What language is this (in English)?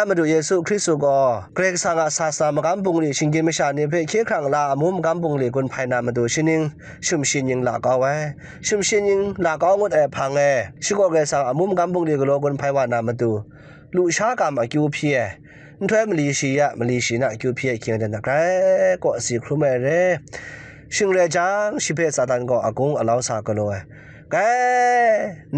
Kachin